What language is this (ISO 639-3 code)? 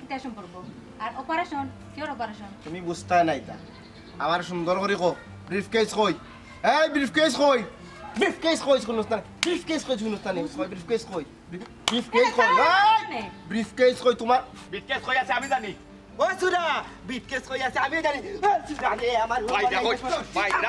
syl